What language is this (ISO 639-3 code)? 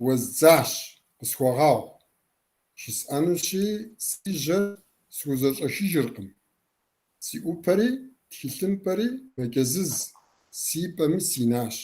kbd